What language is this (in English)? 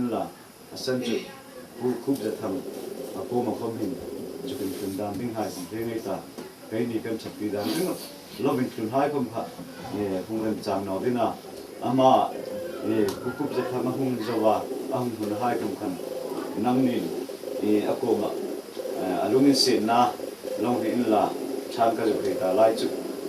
Hmar